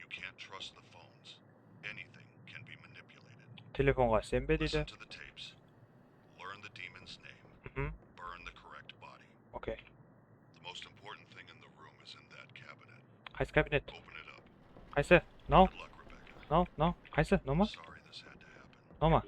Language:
Kara-Kalpak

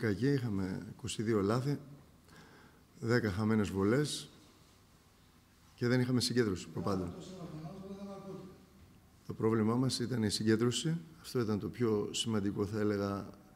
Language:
Greek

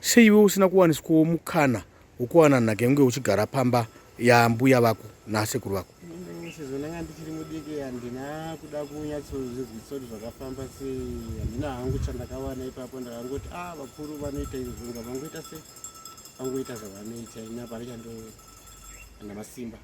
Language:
Shona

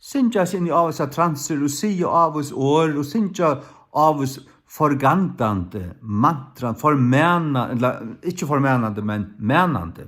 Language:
Faroese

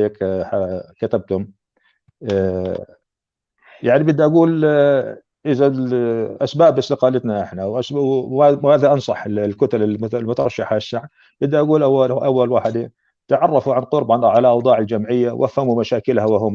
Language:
North Levantine Arabic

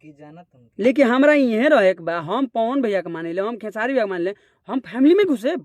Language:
Bhojpuri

